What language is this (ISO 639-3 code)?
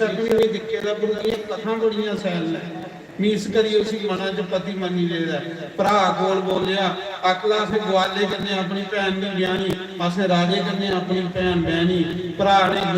doi